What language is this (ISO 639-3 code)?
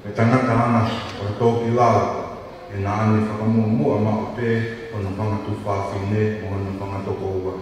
ton